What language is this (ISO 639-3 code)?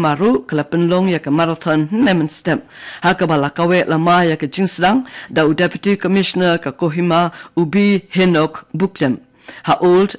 kha